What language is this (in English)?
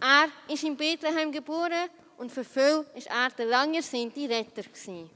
Swiss German